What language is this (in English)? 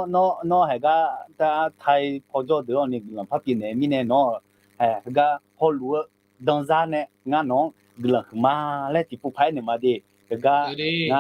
Akha